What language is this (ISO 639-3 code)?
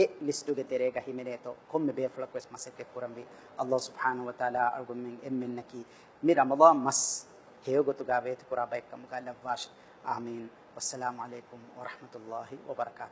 div